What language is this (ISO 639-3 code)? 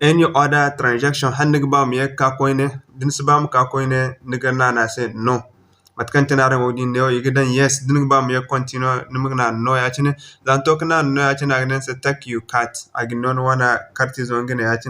dje